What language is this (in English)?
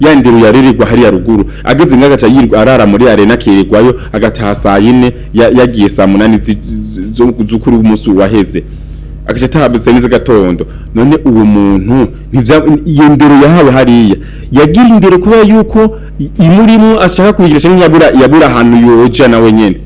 Rundi